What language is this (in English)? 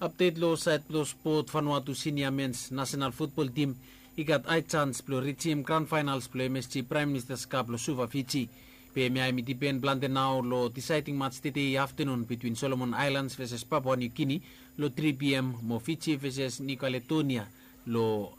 Bislama